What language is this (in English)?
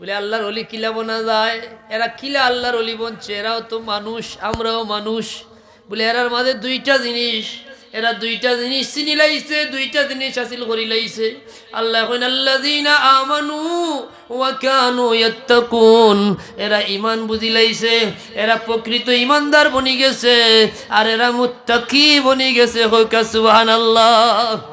Sylheti